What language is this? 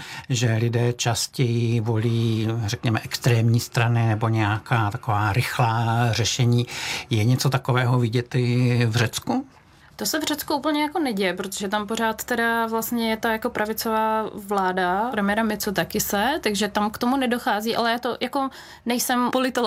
Czech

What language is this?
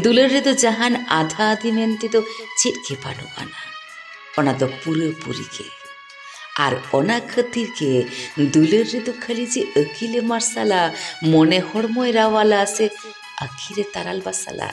Santali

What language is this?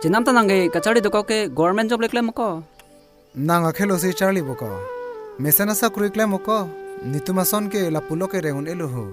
Karbi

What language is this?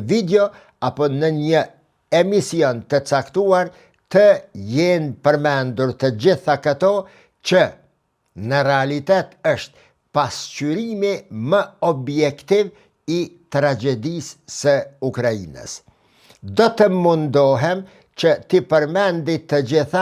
Albanian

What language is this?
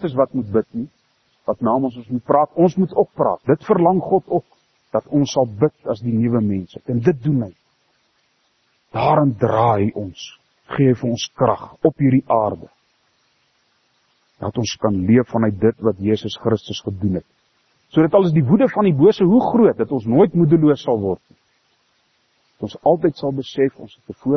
Afrikaans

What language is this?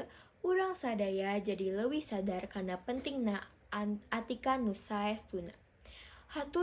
Sundanese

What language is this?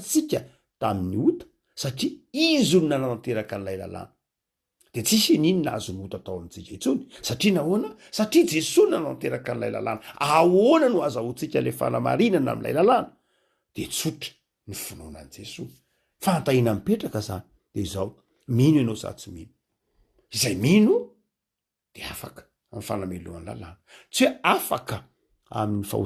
Malagasy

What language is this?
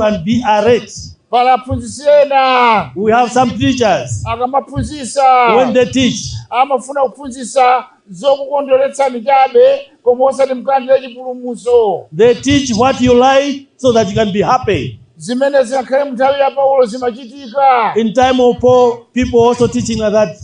Nyanja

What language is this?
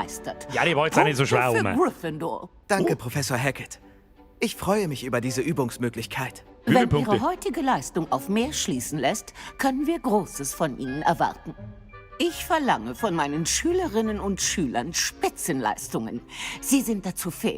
Bavarian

